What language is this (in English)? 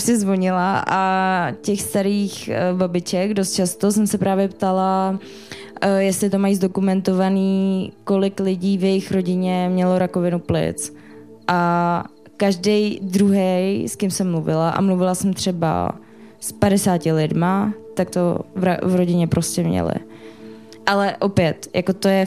Czech